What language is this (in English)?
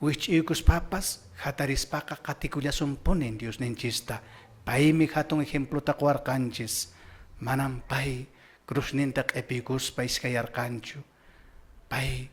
Quechua